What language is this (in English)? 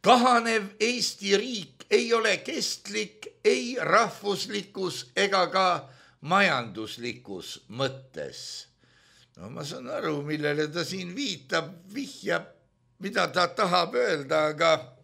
Estonian